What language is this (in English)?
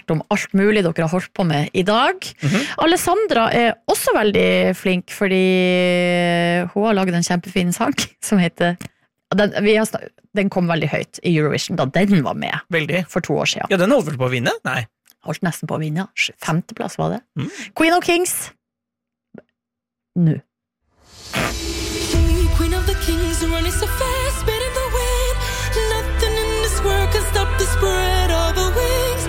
Norwegian